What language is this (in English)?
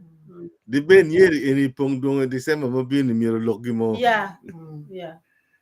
Acoli